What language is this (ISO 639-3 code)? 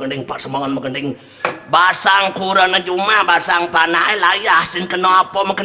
ban